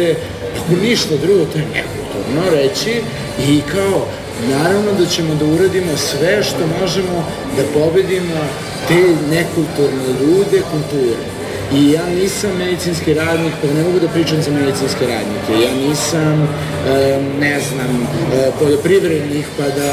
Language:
Serbian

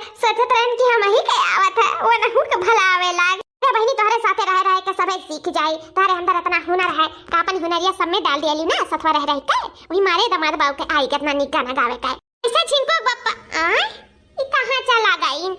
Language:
Awadhi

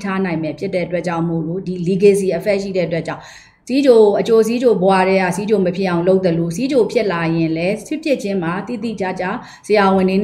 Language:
Burmese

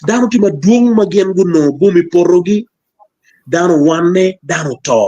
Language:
Acoli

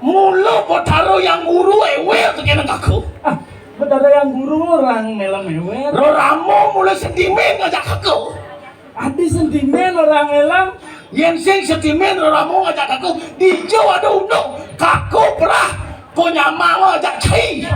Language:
Balinese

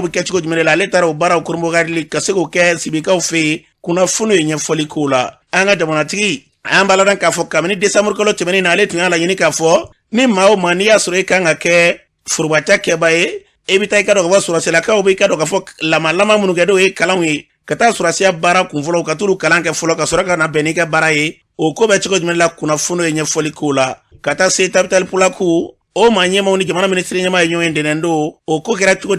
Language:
Bambara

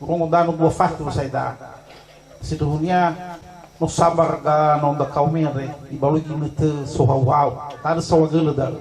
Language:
Nias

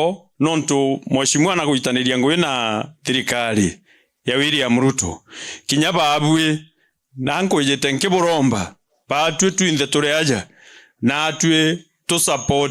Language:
Meru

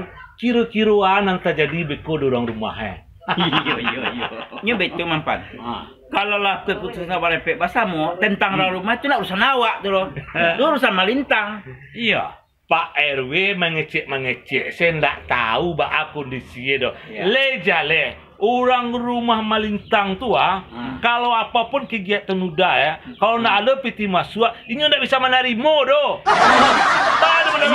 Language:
Minangkabau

